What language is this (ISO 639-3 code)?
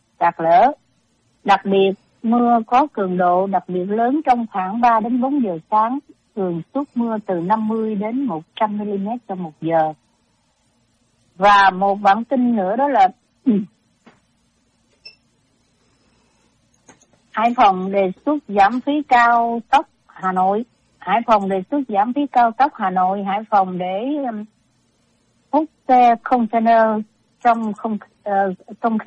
vie